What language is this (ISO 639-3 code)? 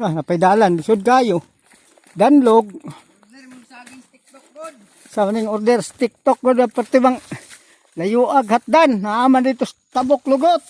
ceb